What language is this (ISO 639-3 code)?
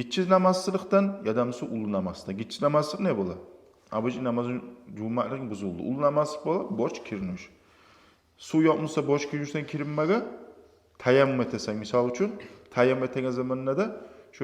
kum